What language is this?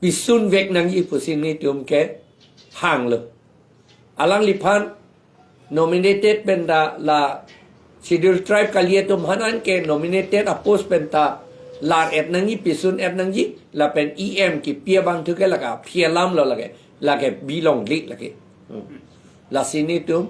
Karbi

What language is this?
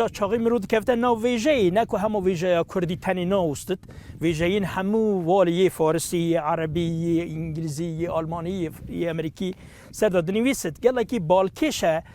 Kurdish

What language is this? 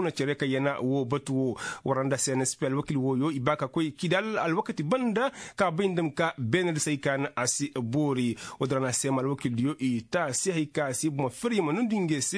Koyraboro Senni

